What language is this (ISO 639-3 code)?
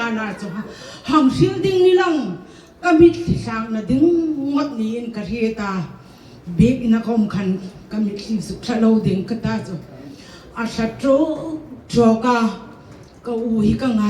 hmr